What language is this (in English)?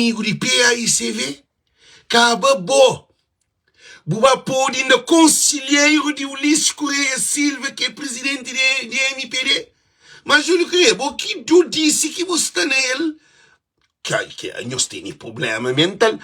Kabuverdianu